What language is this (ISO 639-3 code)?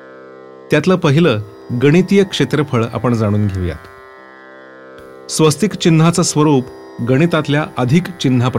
mar